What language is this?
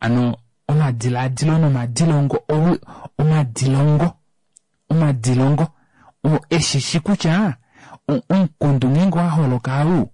Kuanyama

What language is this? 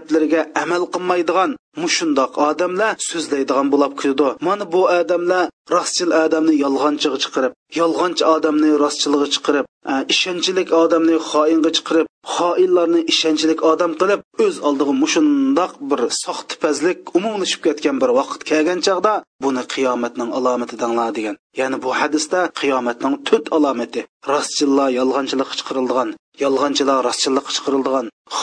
Uyghur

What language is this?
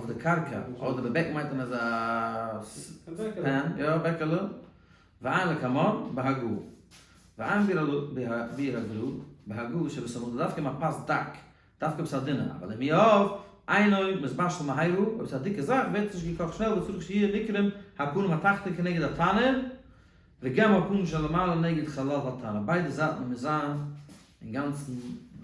Yiddish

